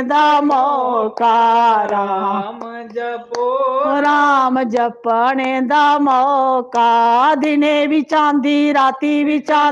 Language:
Dogri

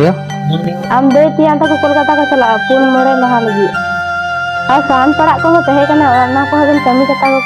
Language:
Santali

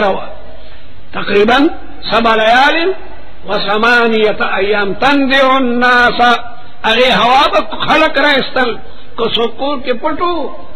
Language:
Pashto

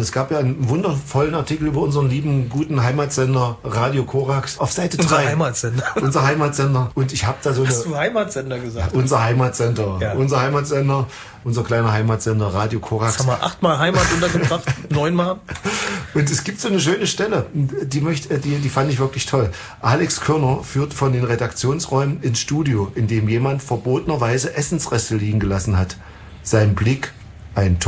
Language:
German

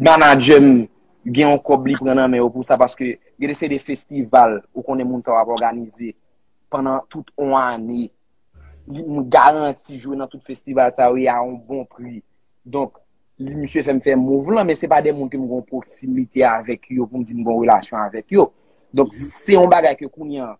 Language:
Haitian Creole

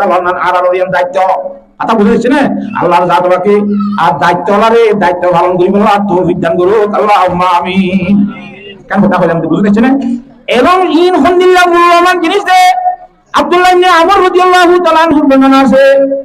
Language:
Rohingya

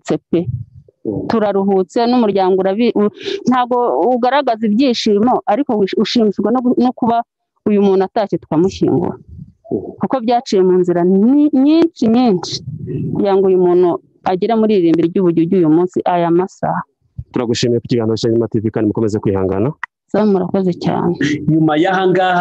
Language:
Kinyarwanda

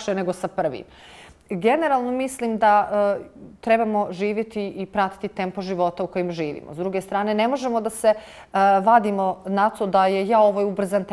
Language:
Bosnian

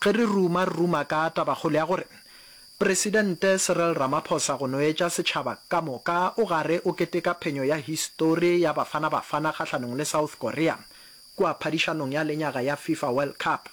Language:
Northern Sotho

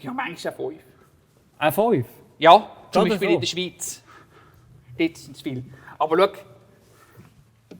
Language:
Swiss German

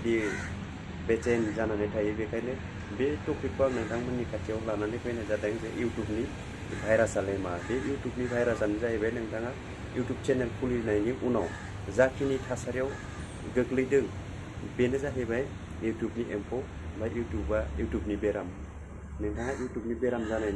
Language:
Bodo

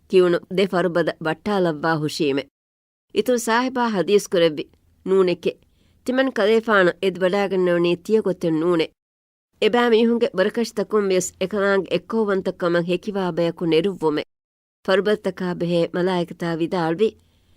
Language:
Divehi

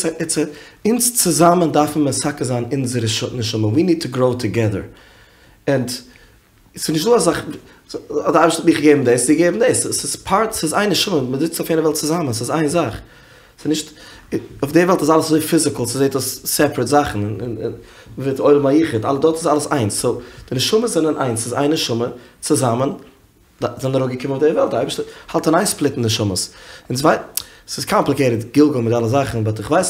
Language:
Yiddish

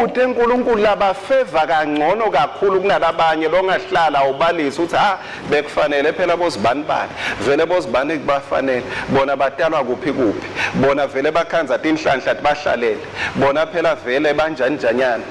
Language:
Swati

